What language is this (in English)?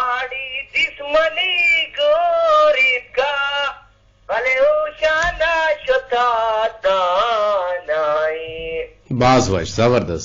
Eastern Balochi